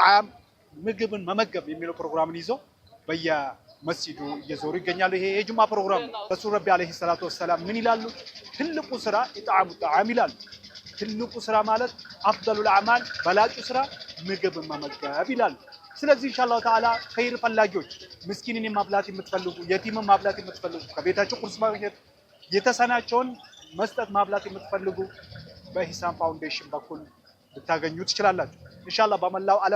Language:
Amharic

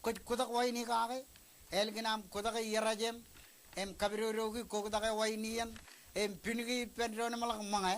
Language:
Marshallese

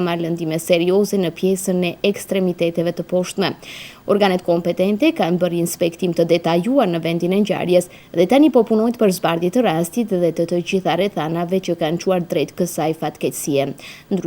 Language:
Albanian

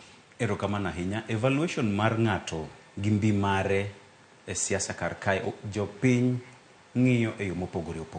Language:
Luo (Kenya and Tanzania)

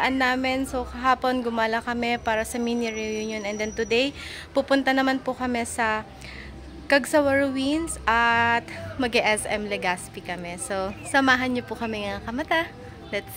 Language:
Filipino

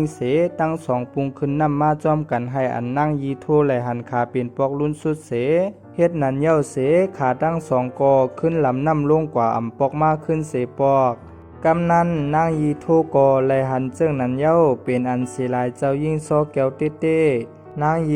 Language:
Shan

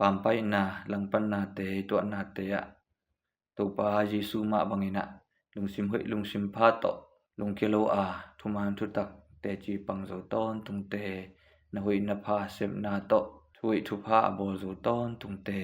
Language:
Tedim Chin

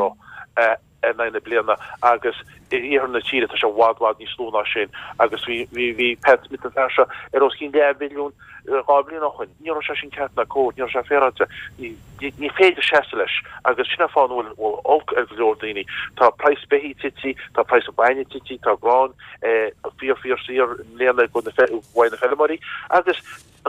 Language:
Irish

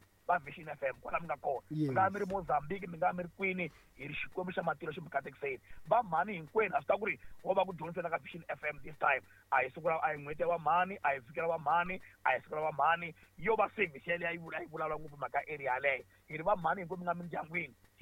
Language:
Tsonga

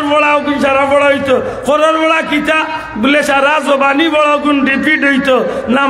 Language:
Sylheti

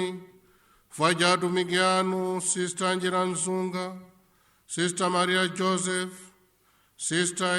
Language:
Nyanja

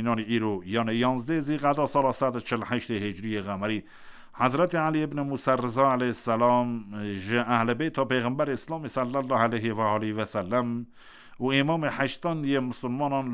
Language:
Kurdish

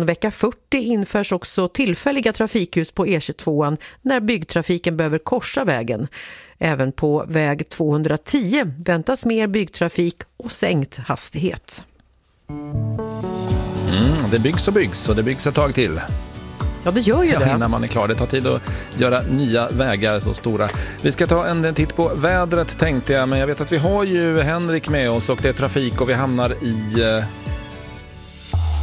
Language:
Swedish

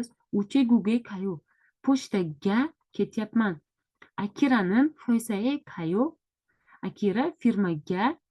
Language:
Uzbek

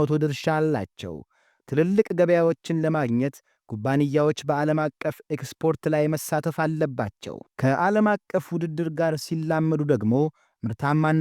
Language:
Amharic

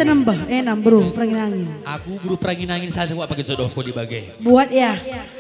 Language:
Batak Karo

